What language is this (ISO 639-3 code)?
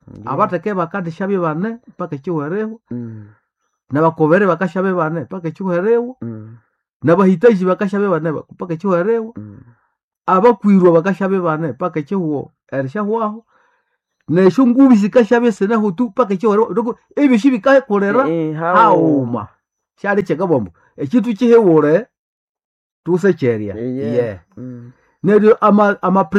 nnb